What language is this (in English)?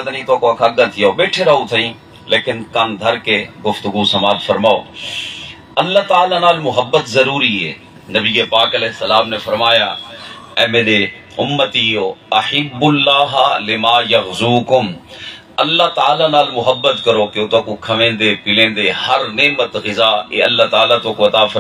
Saraiki